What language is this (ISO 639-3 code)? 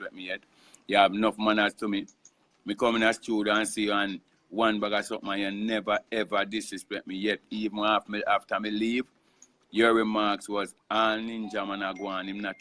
jam